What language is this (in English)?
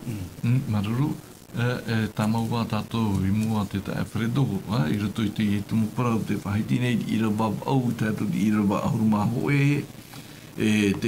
Tahitian